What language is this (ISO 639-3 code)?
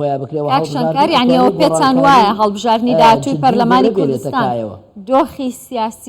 ckb